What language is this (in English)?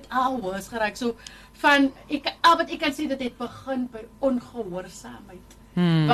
Afrikaans